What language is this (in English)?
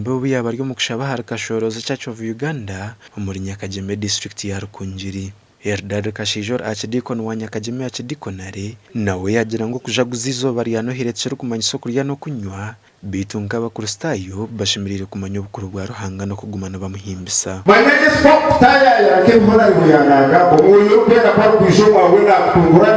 Nyankole